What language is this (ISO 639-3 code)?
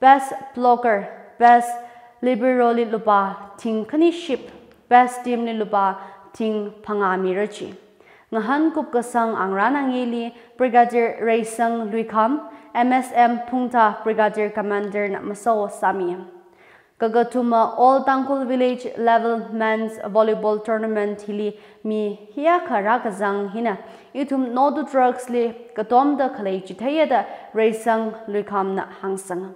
nmf